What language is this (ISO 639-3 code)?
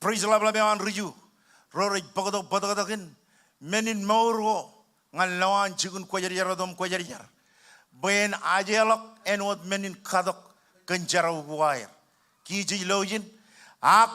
mah